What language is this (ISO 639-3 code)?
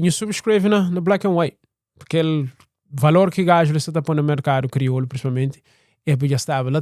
kea